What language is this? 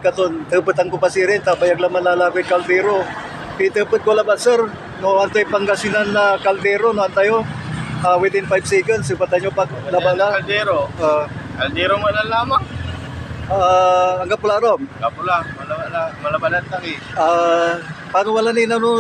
Pangasinan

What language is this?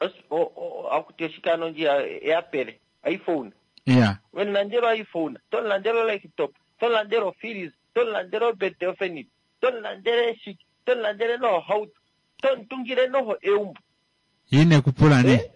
Kuanyama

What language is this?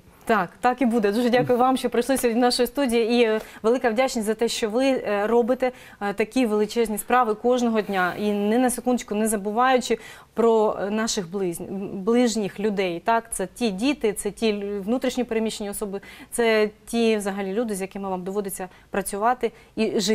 Ukrainian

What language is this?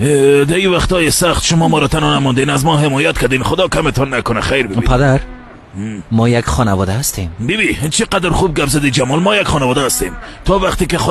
Tajik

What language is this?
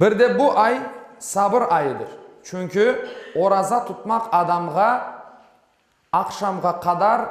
Crimean Tatar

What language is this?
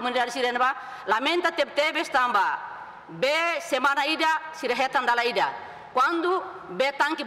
Tetum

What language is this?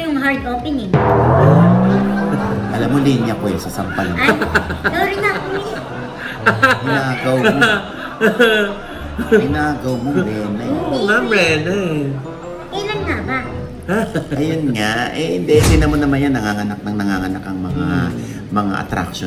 Filipino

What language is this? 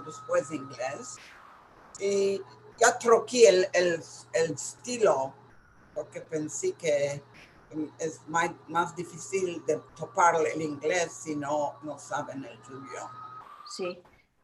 Ladino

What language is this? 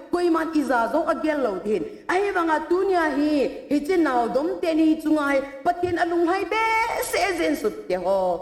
Thado Chin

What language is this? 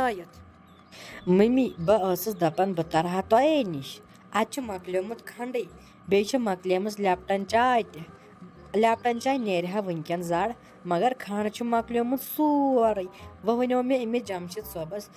Kashmiri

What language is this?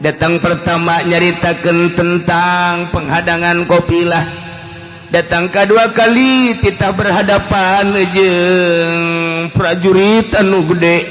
Sundanese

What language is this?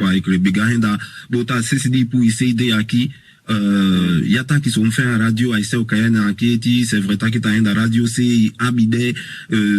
Saramaccan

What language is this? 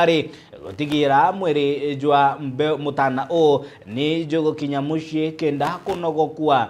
Meru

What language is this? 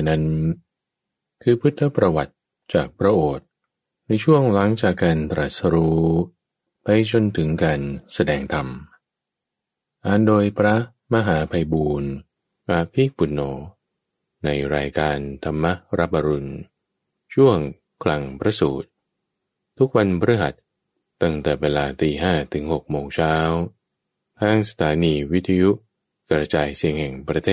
Thai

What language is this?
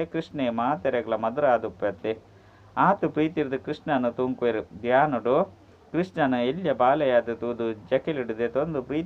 Tulu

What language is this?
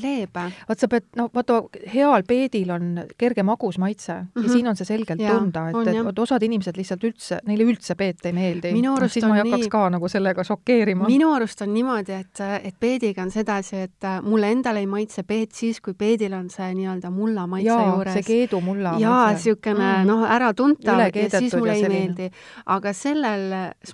Estonian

